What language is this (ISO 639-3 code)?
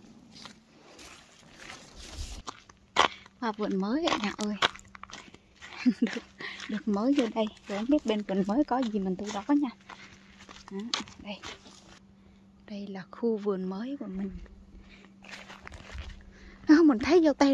vie